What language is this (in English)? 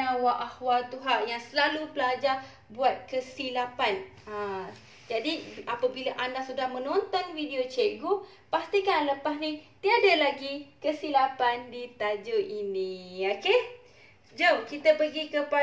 Malay